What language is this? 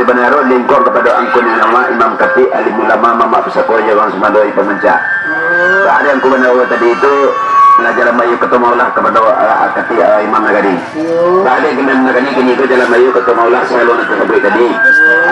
Minangkabau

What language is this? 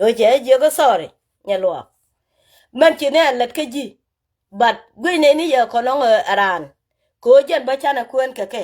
Nuer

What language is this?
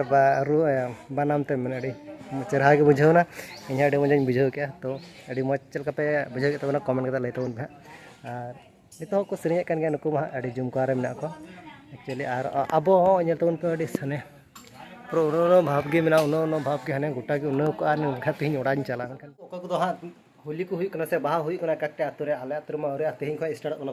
Santali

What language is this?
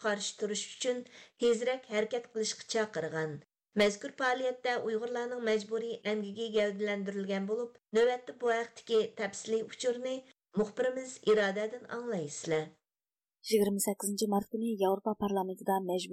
Uyghur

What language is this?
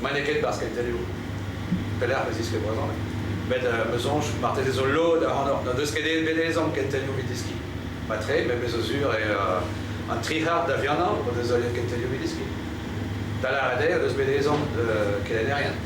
Breton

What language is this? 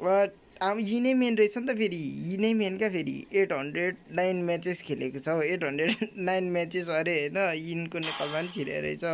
Nepali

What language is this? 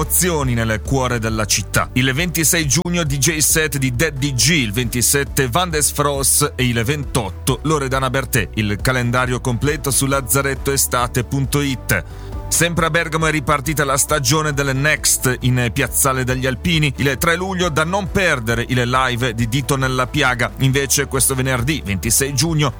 Italian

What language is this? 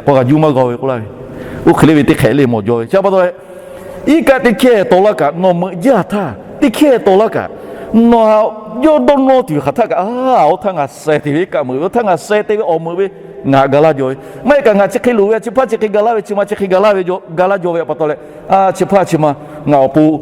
Lahu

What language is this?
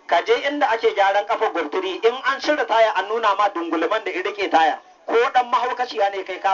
Hausa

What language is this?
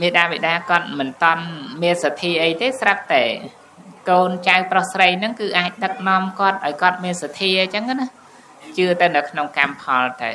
Khmer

